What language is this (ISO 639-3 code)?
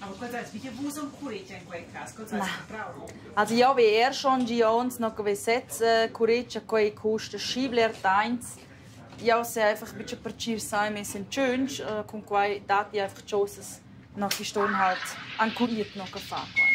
roh